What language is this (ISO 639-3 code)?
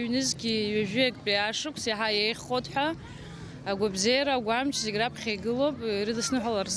abk